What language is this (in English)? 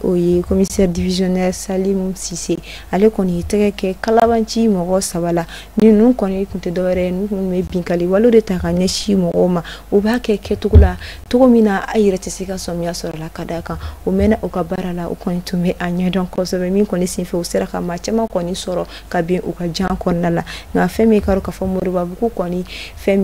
Bambara